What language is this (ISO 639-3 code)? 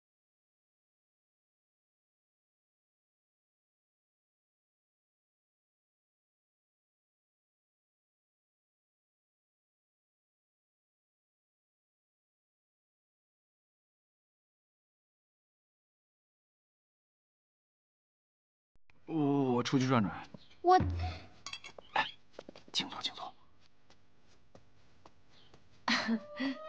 zho